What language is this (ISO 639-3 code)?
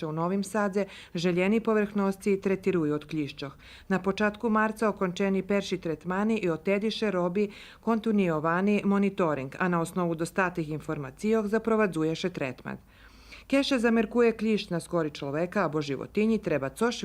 rue